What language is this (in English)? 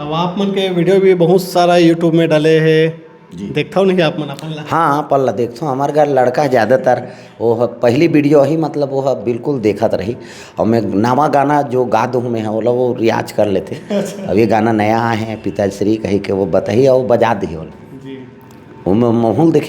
Chhattisgarhi